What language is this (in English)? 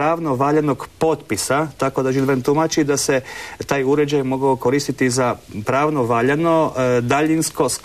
Croatian